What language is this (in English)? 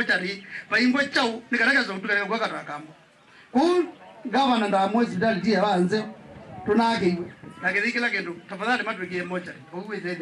Kamba